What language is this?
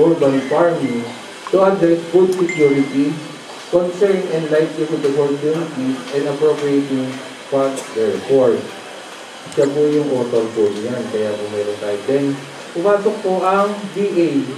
Filipino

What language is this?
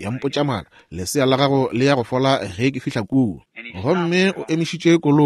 Northern Sotho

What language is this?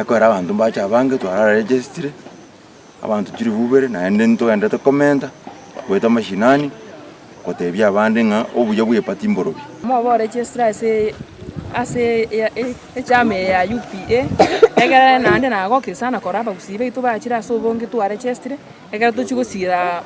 Gusii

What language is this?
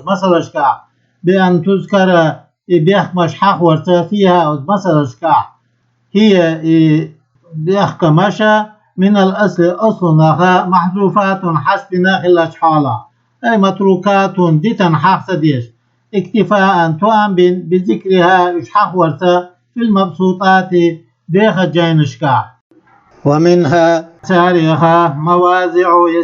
Chechen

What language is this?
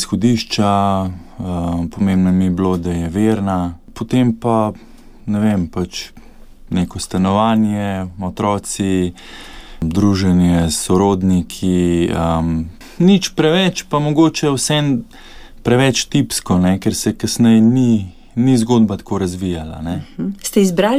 Slovenian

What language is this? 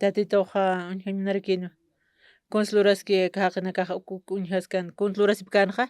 Aymara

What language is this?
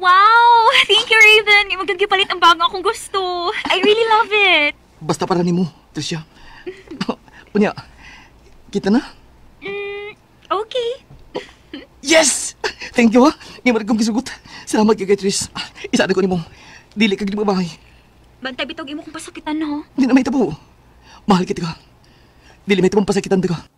Cebuano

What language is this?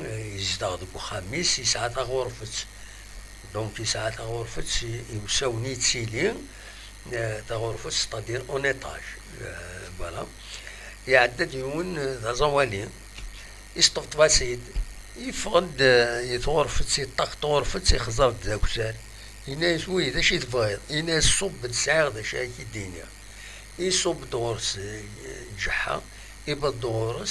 Kabyle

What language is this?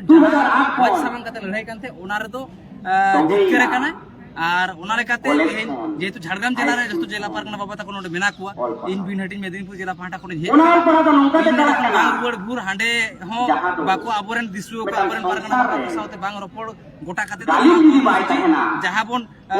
Santali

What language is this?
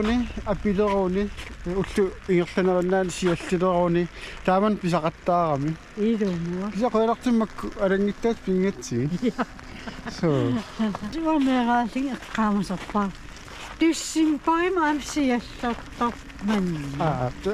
Kalaallisut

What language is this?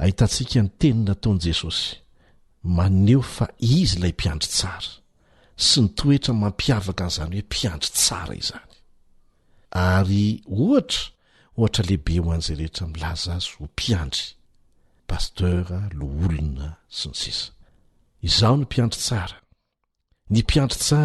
Malagasy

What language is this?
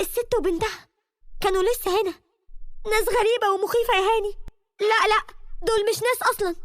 Egyptian Arabic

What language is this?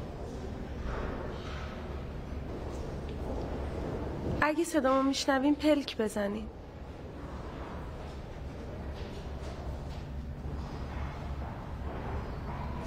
Persian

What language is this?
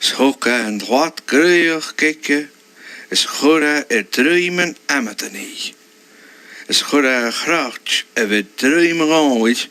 Scottish Gaelic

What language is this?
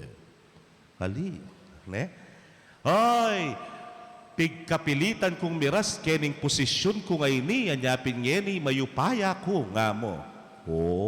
Pampanga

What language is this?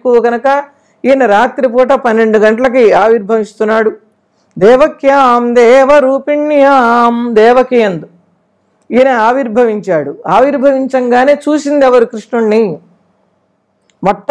Telugu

